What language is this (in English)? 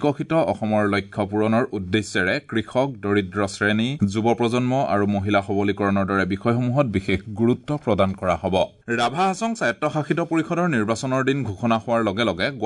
Assamese